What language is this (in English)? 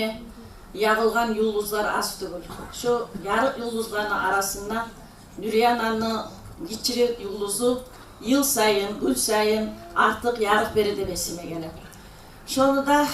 Kumyk